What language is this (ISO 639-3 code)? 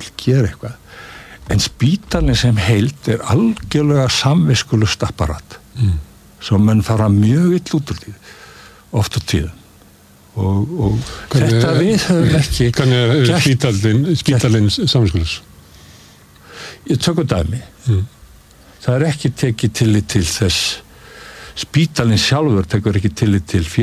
isl